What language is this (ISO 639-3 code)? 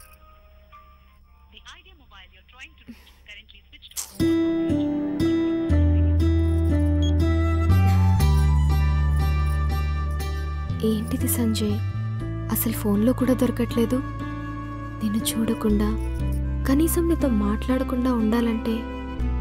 tel